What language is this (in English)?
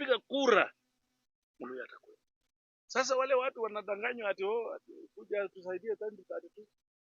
Swahili